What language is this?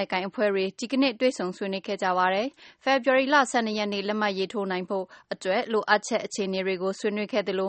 Burmese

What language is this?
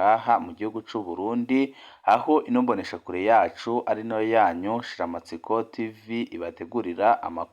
Rundi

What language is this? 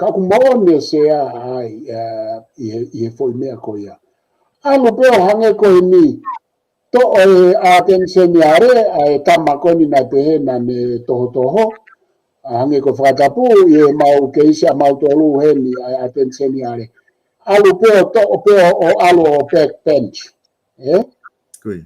Tongan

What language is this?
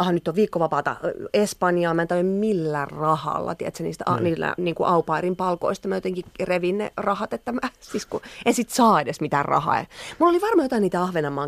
Finnish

